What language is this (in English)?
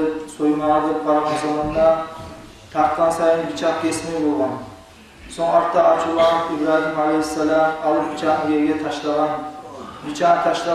Kumyk